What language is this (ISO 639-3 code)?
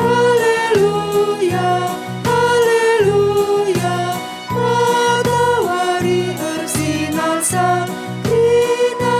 btx